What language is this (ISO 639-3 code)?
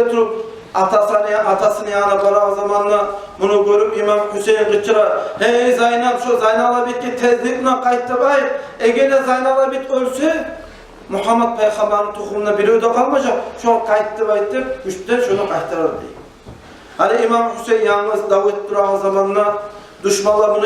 kum